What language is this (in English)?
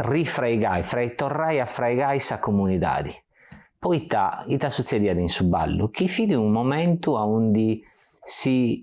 Sardinian